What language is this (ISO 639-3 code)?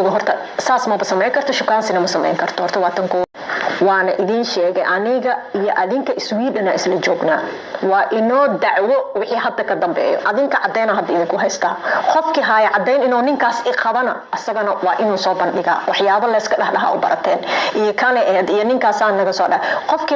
som